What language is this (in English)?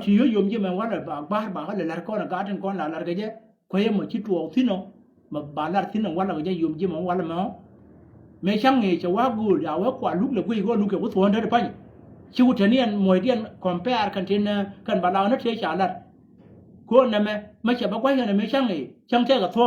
Nuer